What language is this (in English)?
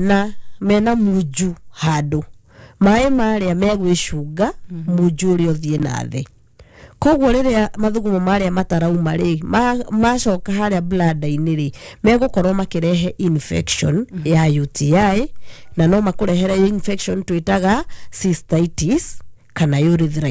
Kikuyu